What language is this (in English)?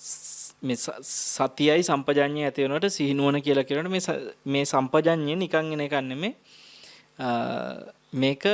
Sinhala